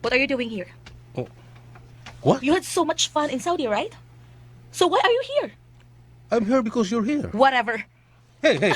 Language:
Cebuano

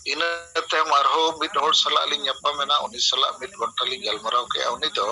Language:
Santali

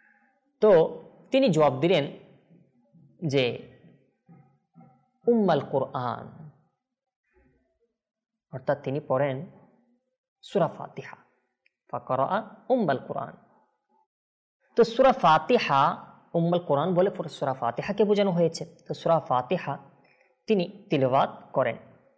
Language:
Bangla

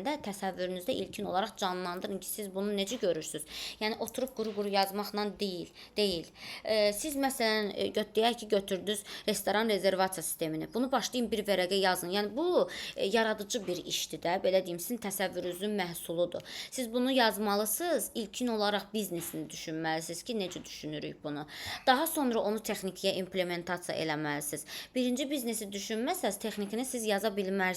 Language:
Azerbaijani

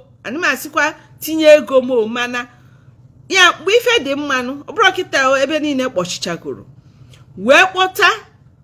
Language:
Igbo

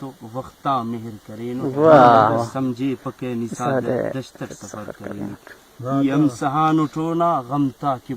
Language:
Brahui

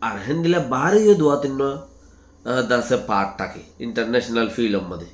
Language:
Rohingya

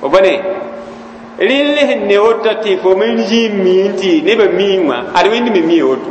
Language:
Mossi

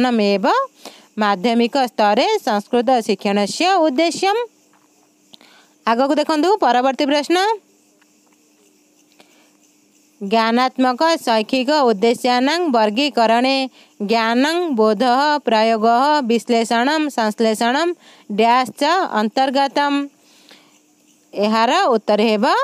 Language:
Odia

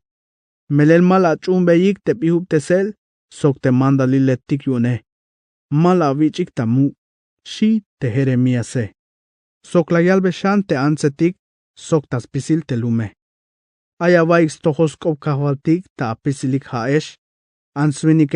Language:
Tzeltal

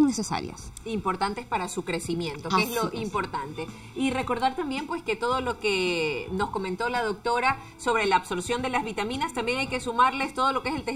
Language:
Spanish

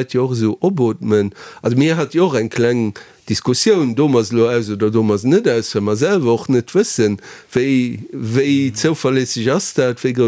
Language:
Luxembourgish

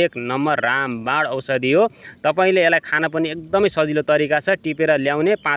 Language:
Nepali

